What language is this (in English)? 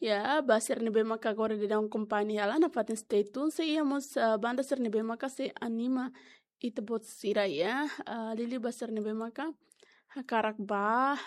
Tetum